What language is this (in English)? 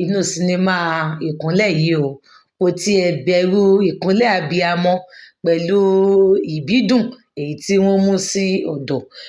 Yoruba